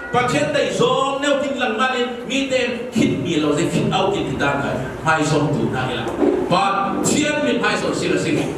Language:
Falam Chin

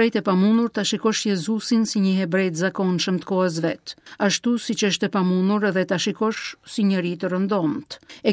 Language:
Albanian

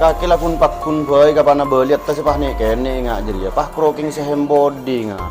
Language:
Madurese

